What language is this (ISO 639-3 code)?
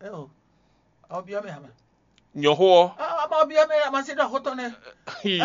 fon